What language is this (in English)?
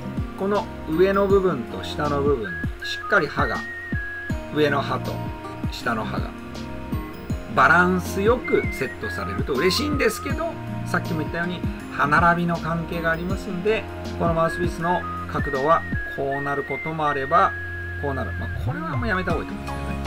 Japanese